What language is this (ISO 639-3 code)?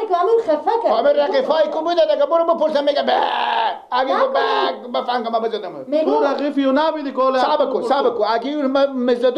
fas